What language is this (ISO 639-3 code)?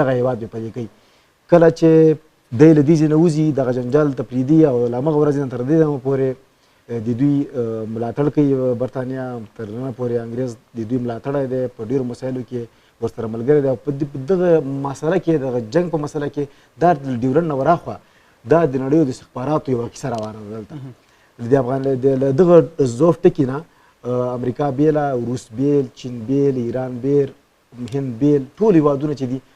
pus